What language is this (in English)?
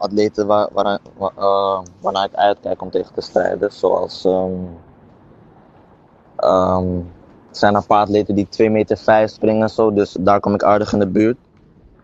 Dutch